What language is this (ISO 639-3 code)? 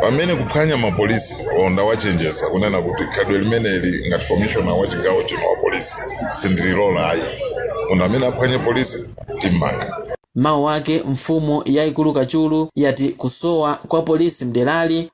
nya